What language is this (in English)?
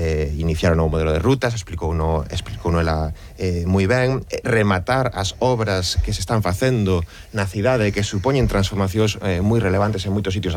Galician